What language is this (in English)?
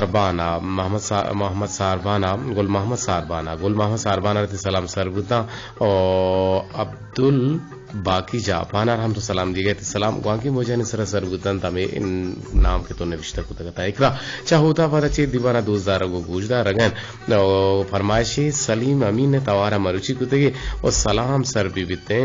Eastern Balochi